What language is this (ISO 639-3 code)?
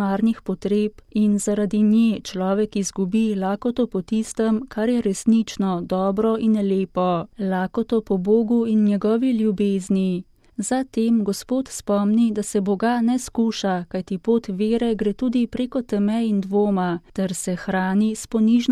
slv